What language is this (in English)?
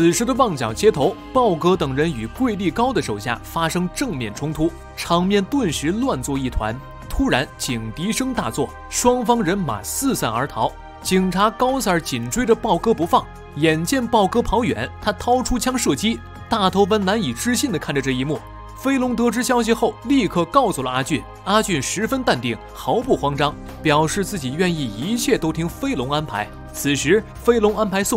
Chinese